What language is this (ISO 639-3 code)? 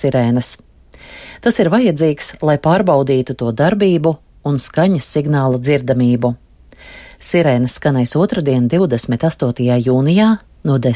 lav